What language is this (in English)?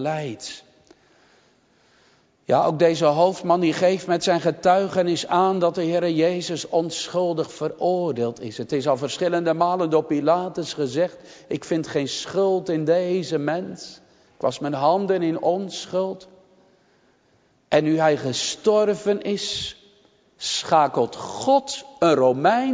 Dutch